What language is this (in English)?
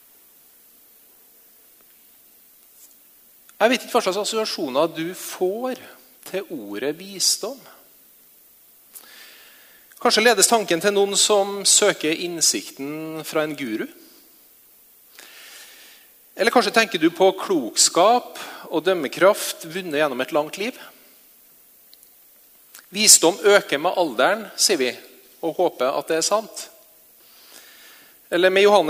Norwegian